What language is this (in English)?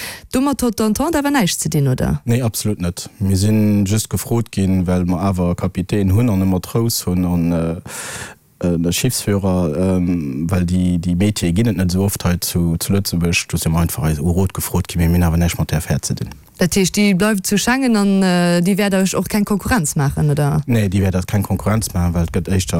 Luxembourgish